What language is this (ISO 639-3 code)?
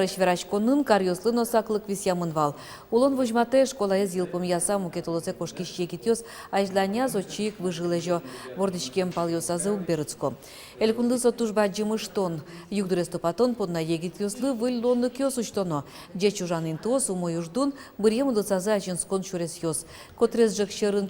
udm